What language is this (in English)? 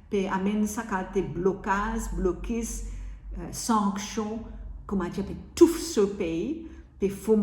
Morisyen